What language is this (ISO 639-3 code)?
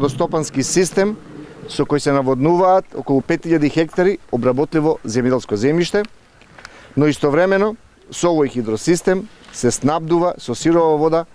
mkd